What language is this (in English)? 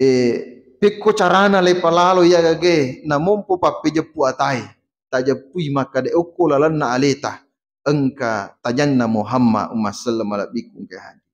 Buginese